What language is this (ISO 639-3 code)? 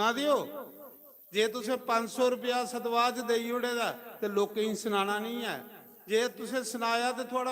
doi